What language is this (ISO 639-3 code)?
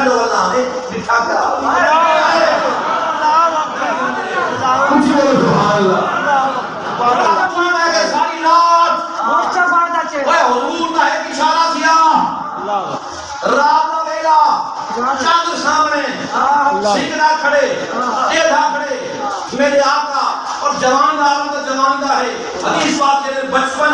skr